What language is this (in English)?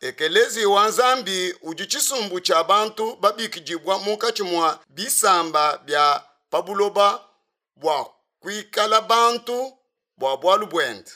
Luba-Lulua